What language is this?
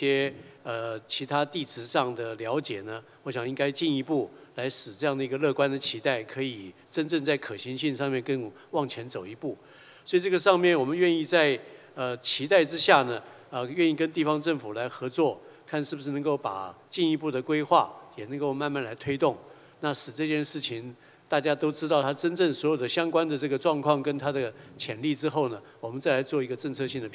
Chinese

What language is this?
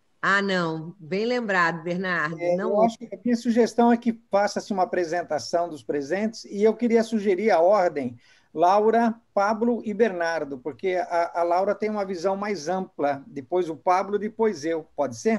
Portuguese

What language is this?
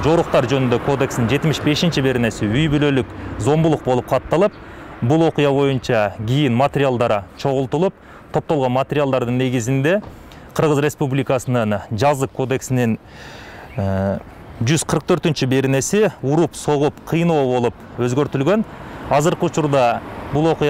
Kyrgyz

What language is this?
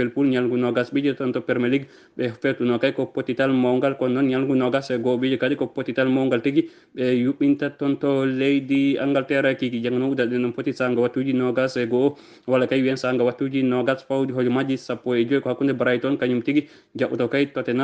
Fula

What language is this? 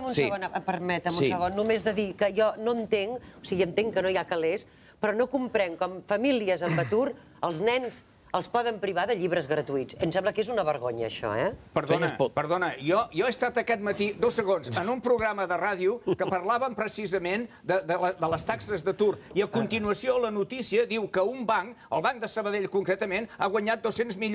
Catalan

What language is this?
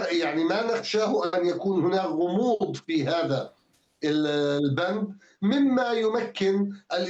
Arabic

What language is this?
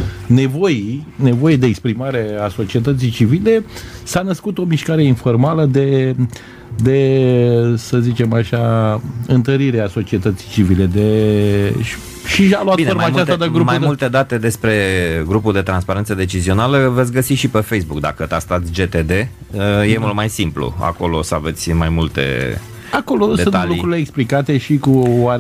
Romanian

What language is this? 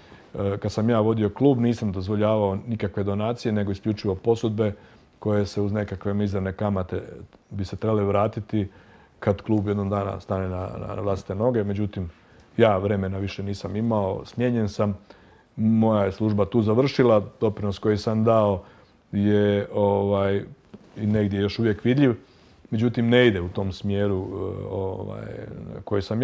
Croatian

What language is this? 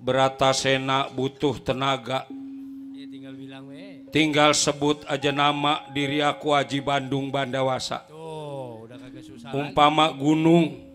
Betawi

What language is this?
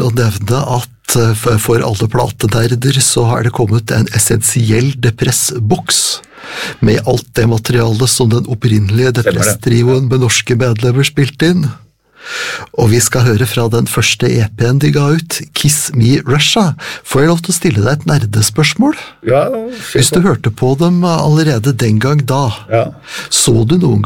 Norwegian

